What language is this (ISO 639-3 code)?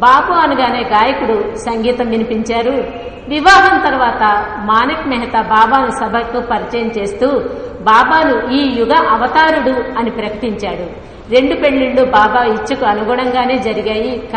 tel